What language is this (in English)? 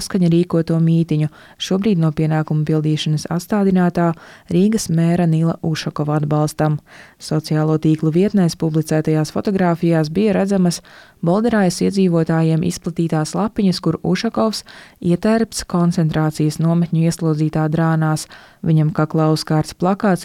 Latvian